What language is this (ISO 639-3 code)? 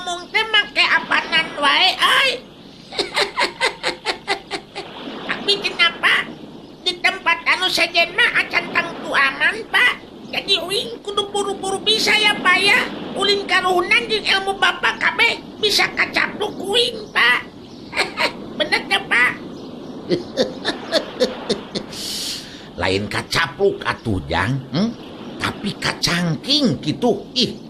sun